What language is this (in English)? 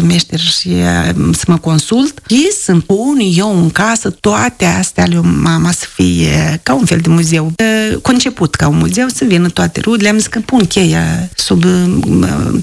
Romanian